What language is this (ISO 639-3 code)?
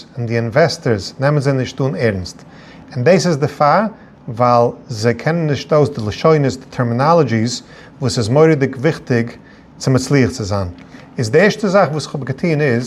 yid